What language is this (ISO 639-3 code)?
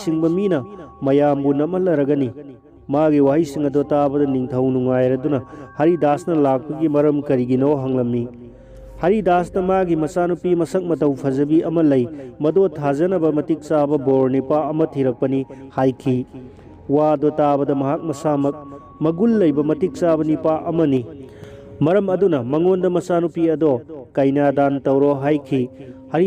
mni